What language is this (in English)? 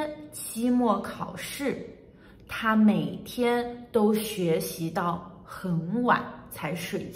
Chinese